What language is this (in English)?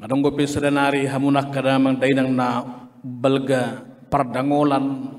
Batak Toba